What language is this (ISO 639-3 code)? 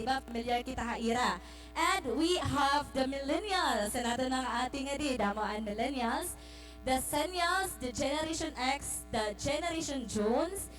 war